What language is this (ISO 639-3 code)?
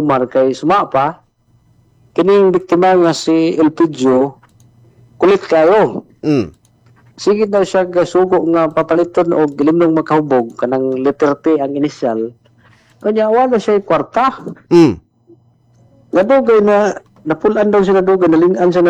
ceb